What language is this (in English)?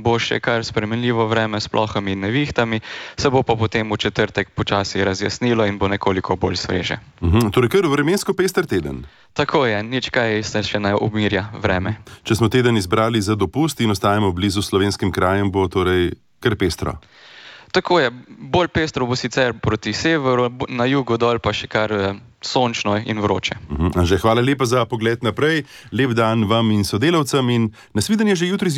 Slovenian